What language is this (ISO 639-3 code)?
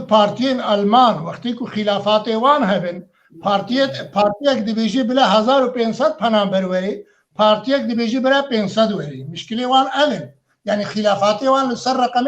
kur